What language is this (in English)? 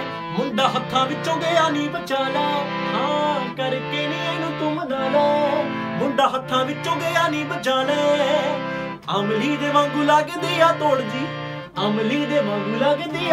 Punjabi